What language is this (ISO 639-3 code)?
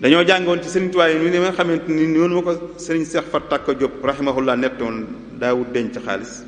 wol